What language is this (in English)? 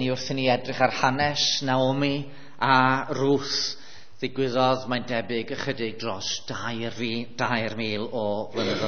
Welsh